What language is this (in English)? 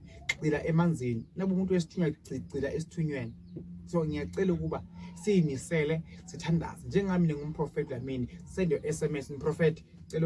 Zulu